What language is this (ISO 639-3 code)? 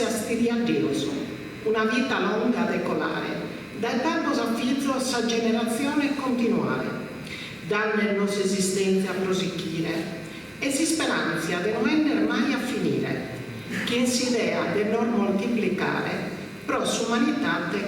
srd